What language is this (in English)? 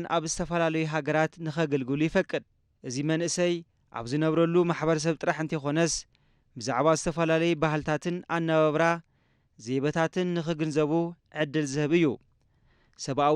Tigrinya